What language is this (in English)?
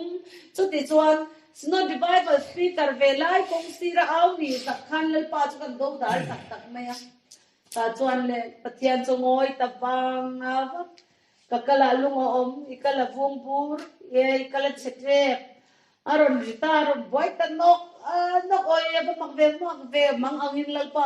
Mizo